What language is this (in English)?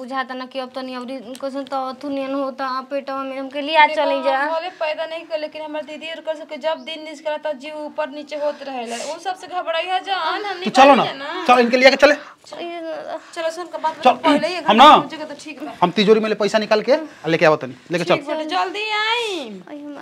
Bhojpuri